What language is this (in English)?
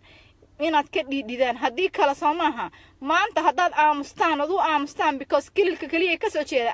Somali